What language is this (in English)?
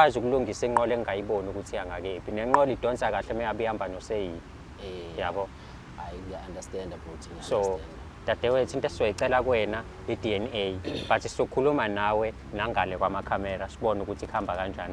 Zulu